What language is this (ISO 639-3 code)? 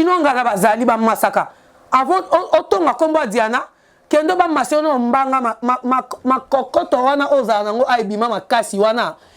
lin